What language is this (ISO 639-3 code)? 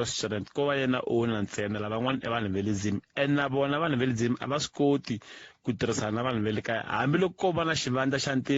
tso